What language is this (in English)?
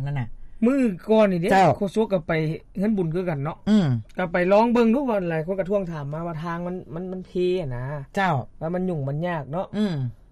Lao